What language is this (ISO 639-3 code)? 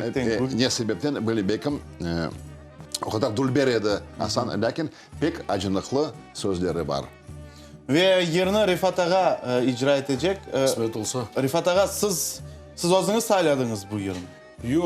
crh